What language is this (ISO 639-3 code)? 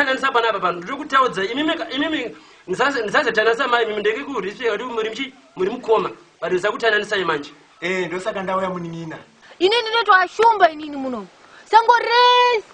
sna